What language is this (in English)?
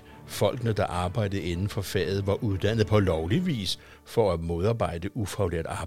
Danish